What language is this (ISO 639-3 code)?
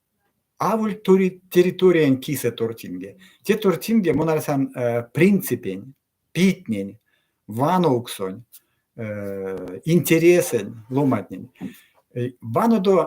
myv